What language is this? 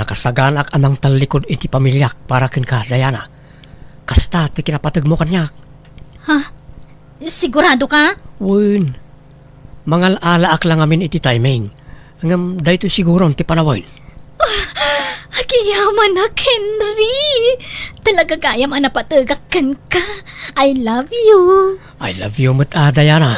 Iloko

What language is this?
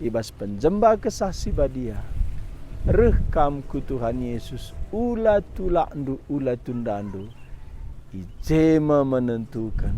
Batak Karo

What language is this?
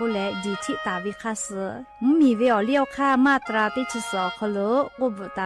Lahu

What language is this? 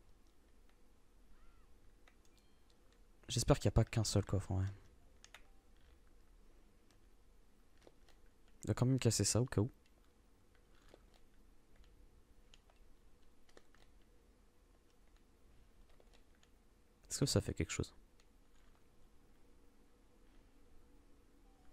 French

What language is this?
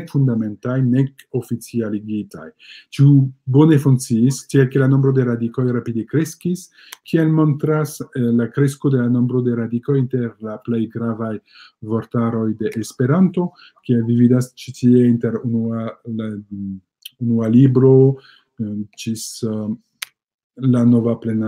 Esperanto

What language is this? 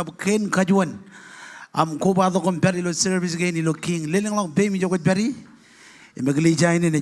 Marshallese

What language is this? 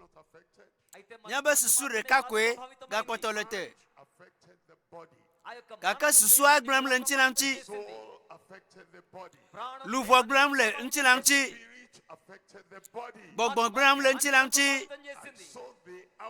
Ewe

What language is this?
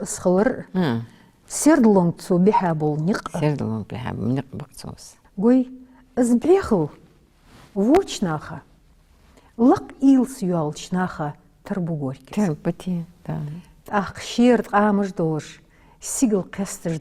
Ingush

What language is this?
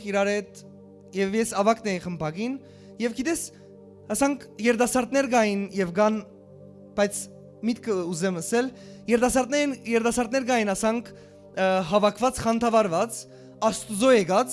Western Armenian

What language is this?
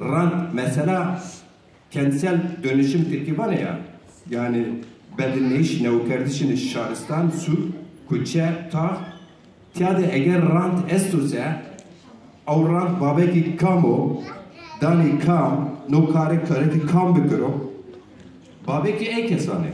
Zaza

